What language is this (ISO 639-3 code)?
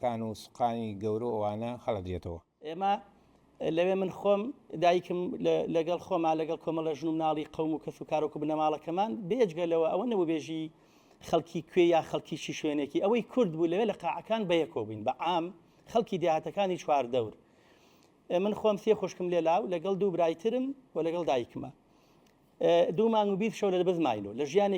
ckb